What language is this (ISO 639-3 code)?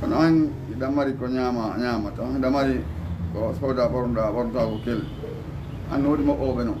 ful